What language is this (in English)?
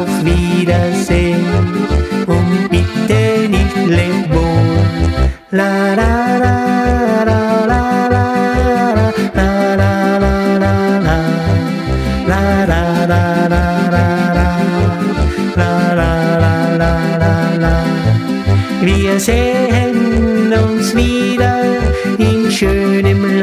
German